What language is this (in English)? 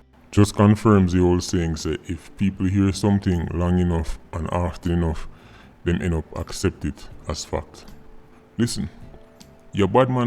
Jamaican Creole English